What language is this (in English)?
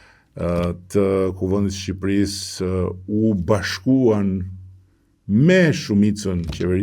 Albanian